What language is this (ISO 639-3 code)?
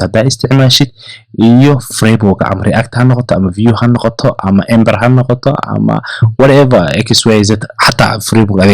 som